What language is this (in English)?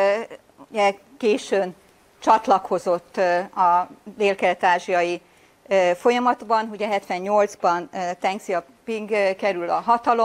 Hungarian